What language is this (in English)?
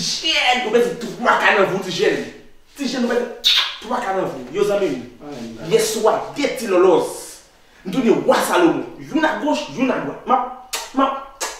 Haitian Creole